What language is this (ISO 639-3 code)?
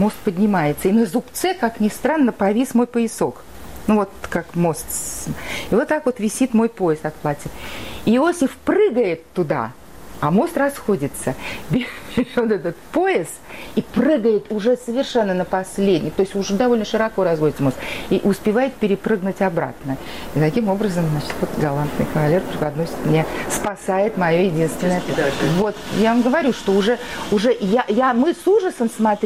rus